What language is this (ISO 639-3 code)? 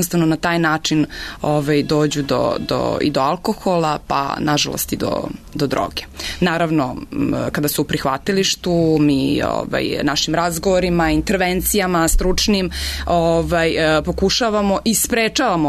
srp